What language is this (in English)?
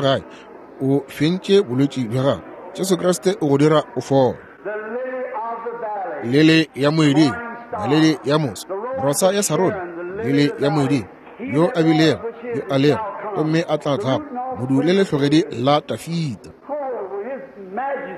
Northern Sotho